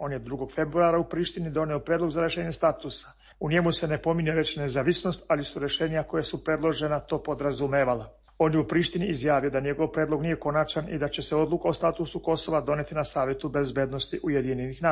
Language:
Serbian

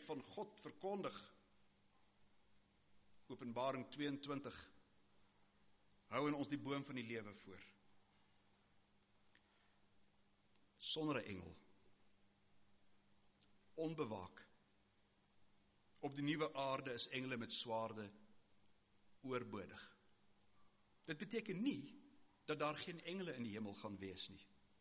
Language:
Afrikaans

